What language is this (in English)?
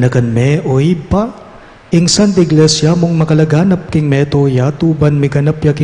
Pampanga